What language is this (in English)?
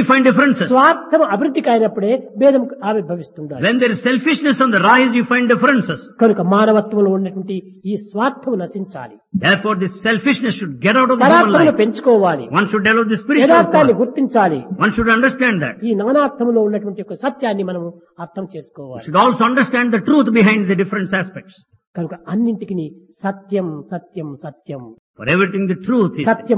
Telugu